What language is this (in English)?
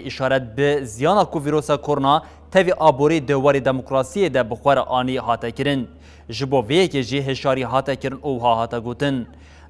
Kurdish